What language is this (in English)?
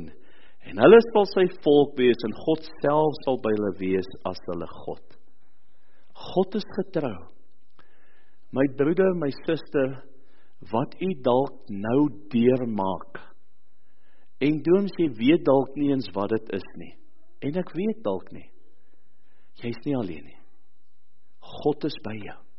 Afrikaans